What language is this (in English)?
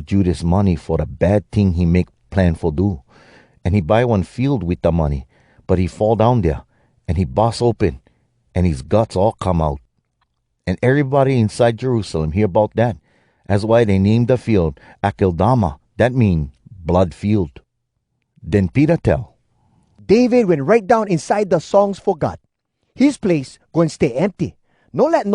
Hawai'i Creole English